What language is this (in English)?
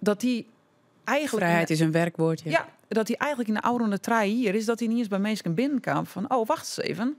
Western Frisian